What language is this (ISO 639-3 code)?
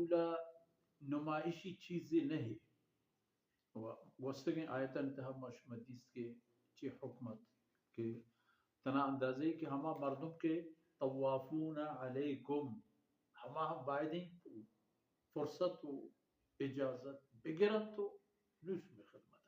bal